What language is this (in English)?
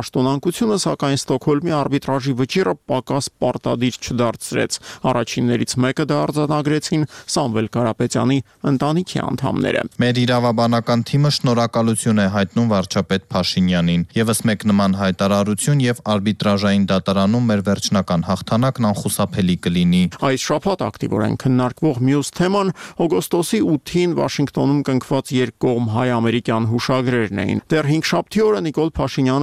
Armenian